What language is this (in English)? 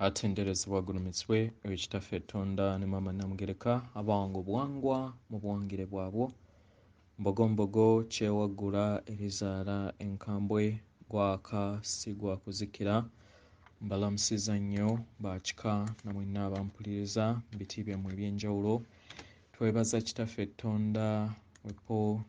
Ganda